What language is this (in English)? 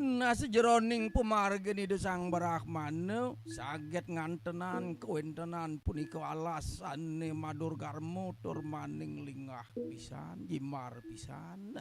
Balinese